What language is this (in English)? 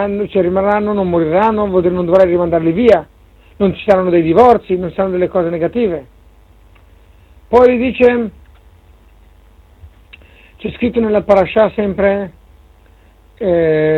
Italian